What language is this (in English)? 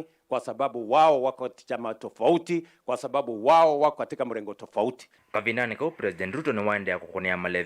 Kamba